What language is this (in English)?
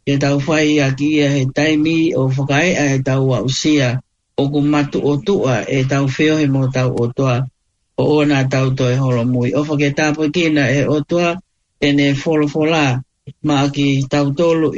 Tongan